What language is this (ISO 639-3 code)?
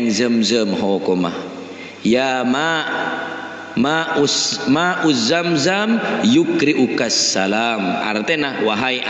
mad